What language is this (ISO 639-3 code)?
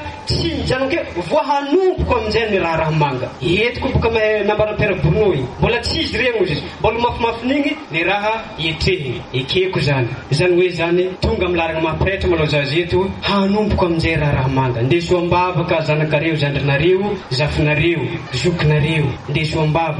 mlg